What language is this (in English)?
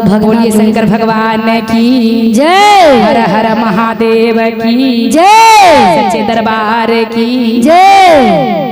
Magahi